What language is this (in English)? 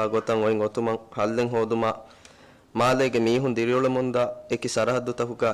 Divehi